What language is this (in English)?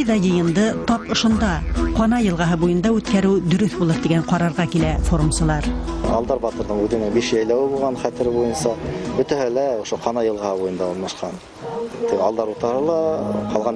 Bashkir